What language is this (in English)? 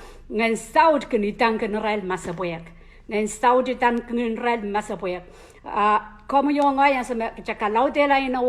Pohnpeian